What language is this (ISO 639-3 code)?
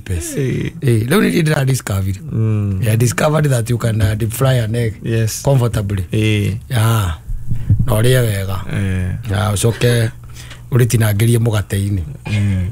kik